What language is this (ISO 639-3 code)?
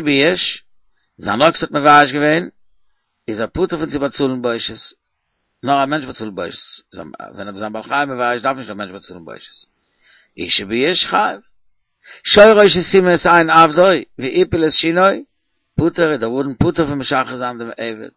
yid